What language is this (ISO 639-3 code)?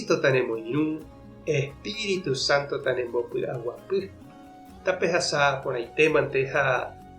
grn